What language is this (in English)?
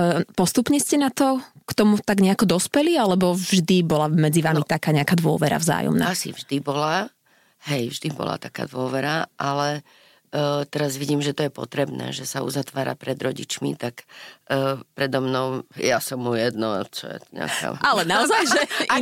Slovak